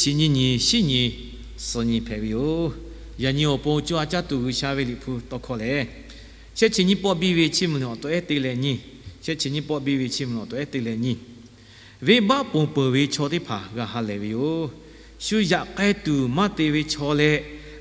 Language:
Lahu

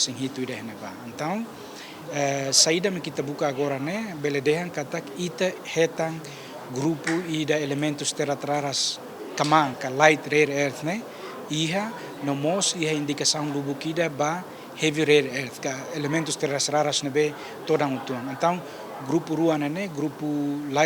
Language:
Tetum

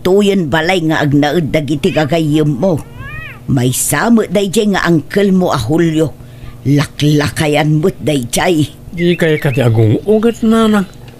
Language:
Iloko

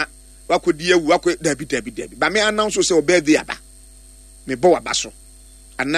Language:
Akan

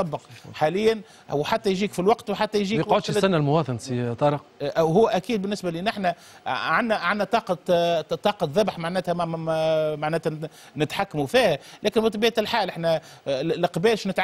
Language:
Tunisian Arabic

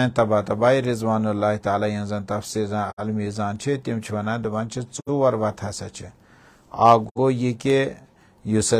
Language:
Kashmiri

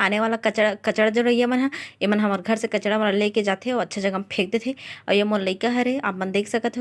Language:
Chhattisgarhi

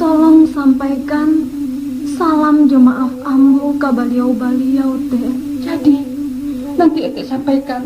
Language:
Minangkabau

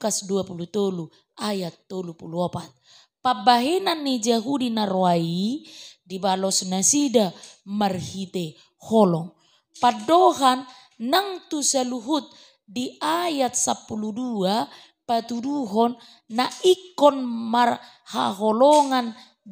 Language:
Batak Toba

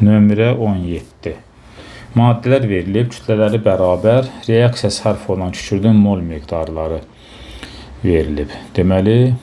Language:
Azerbaijani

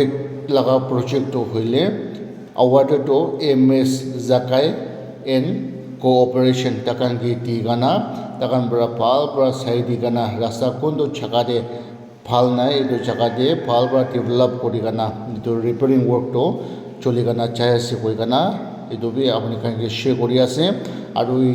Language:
Naga Pidgin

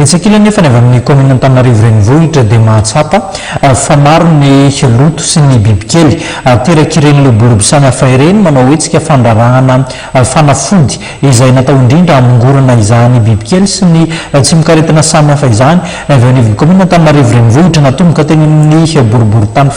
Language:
Malagasy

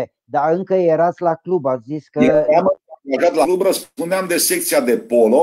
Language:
Romanian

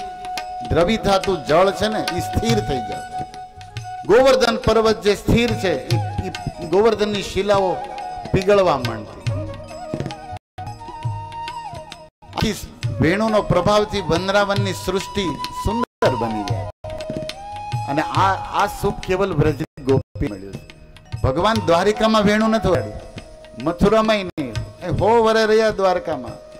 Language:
Gujarati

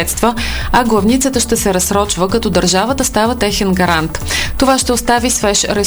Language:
Bulgarian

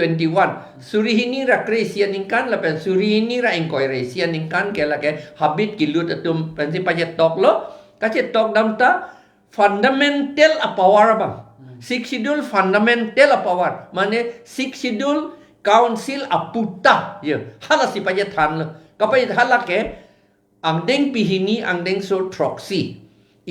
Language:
Karbi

